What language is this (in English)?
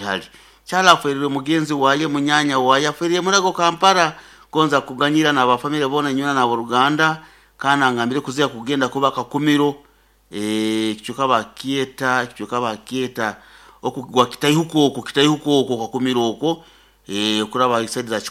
Nyoro